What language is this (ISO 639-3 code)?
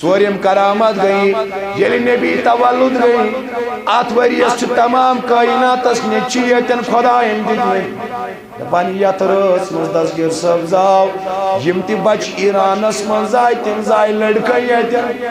kas